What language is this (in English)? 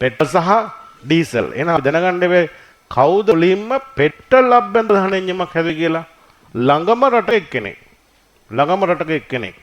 Sinhala